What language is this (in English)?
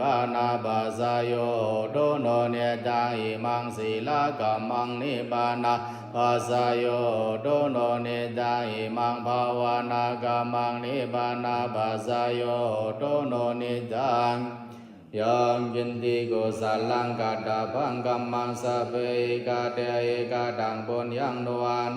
Pali